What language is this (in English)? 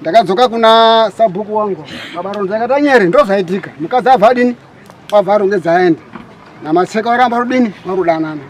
Shona